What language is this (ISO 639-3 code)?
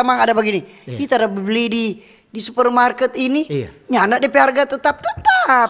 xmm